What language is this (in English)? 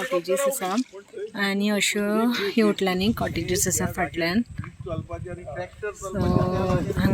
Konkani